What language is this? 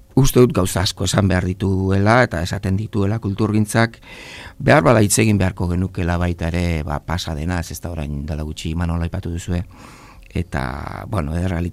Basque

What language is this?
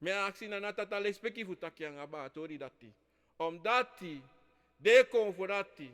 Sranan Tongo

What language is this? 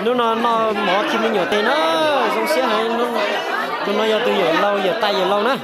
Hmong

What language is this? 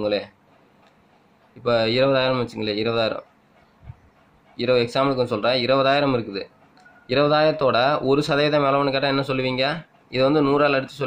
Tamil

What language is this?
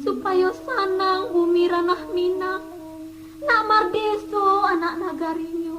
Minangkabau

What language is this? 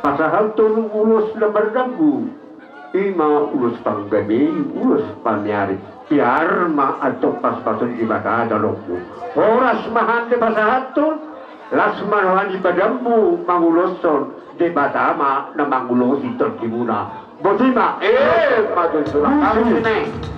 Batak Toba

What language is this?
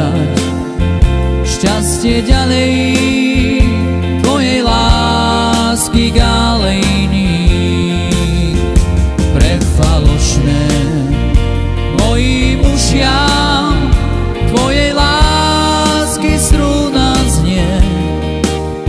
Slovak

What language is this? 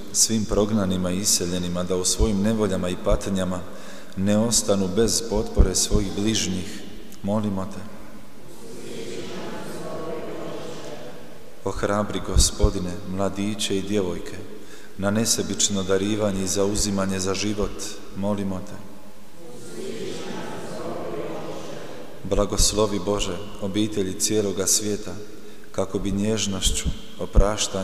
Croatian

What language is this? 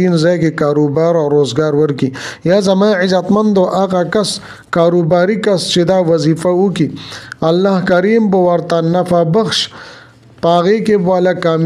Pashto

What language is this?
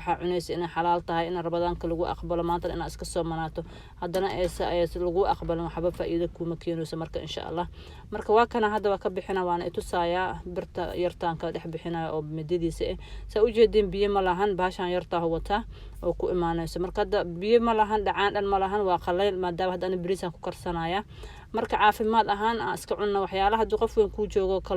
Somali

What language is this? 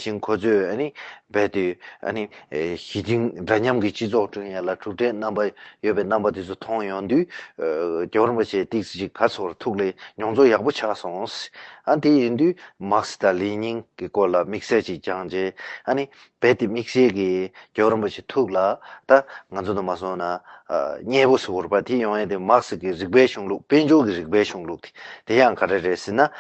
Tibetan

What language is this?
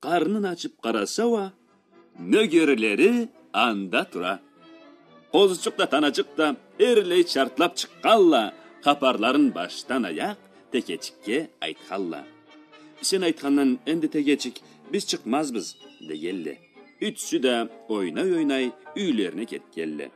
Karachay-Balkar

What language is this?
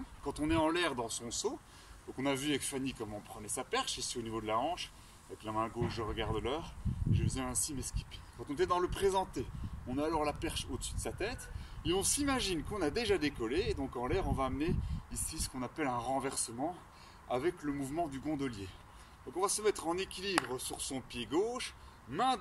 French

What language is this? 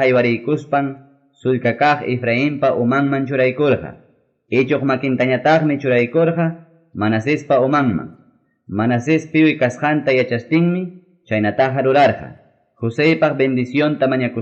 Ayacucho Quechua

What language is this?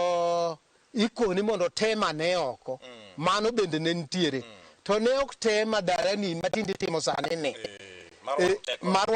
Luo (Kenya and Tanzania)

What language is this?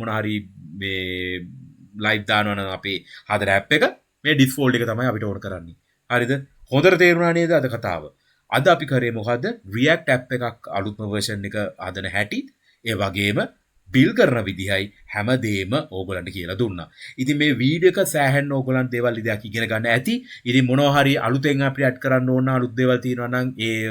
Sinhala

